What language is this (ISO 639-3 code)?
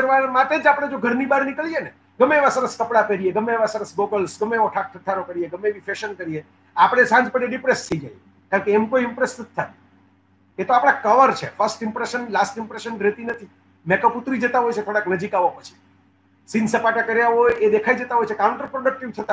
guj